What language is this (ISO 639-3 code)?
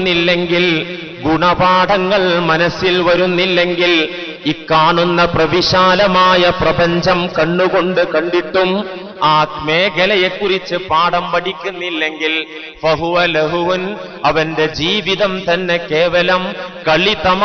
mal